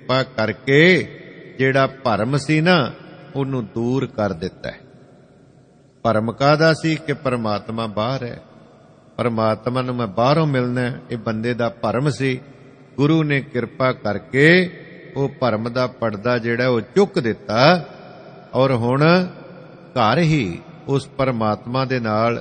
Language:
Punjabi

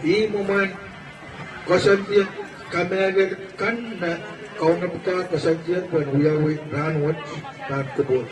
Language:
Pohnpeian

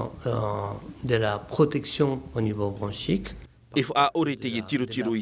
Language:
Tahitian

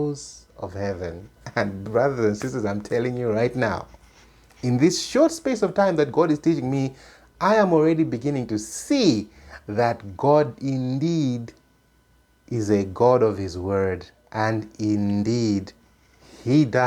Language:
English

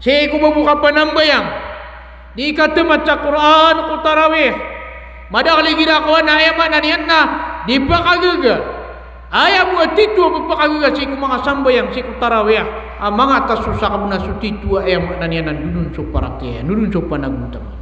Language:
Maranao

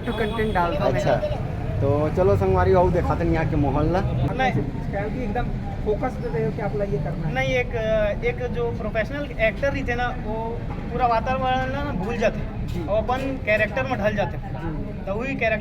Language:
Chhattisgarhi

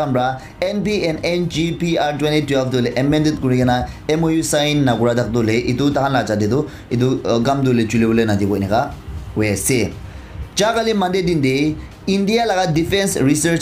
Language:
Naga Pidgin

